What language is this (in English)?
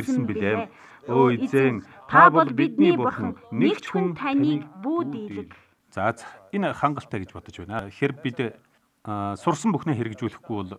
Mongolian